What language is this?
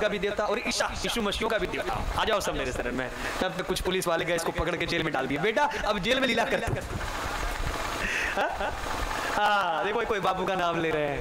Hindi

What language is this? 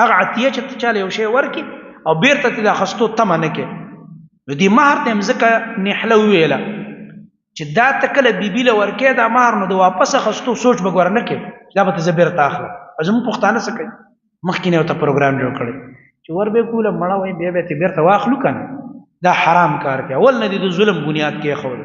Pashto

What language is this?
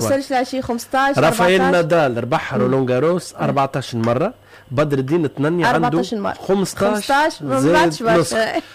Tunisian Arabic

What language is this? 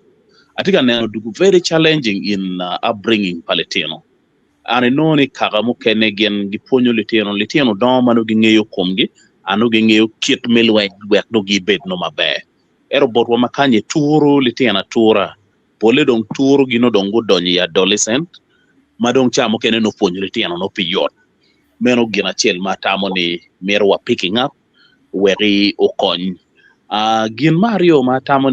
Acoli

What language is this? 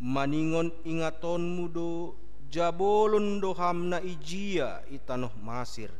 Batak Simalungun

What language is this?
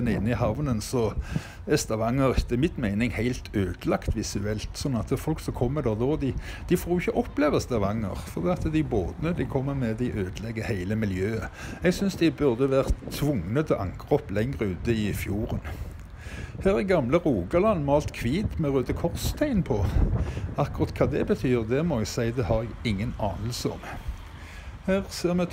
Norwegian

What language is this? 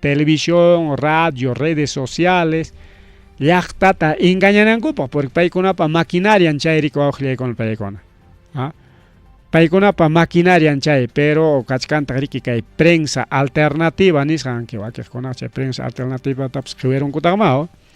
Ayacucho Quechua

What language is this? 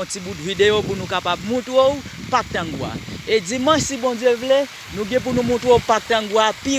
Haitian Creole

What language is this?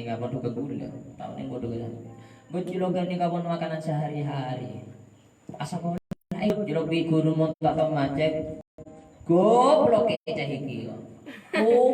Madurese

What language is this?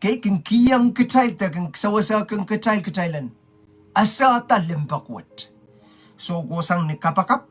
Pohnpeian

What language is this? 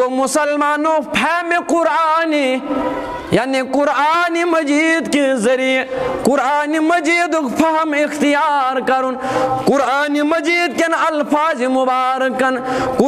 Kashmiri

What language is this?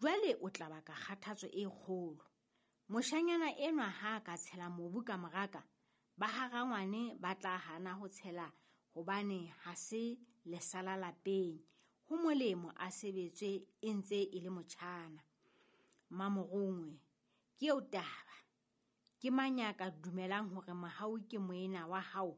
Southern Sotho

